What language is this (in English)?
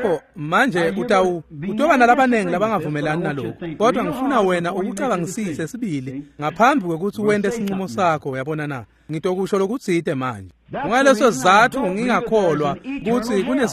Swati